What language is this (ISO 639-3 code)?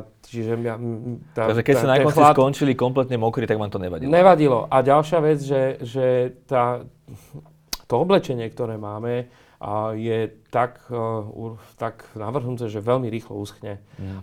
slk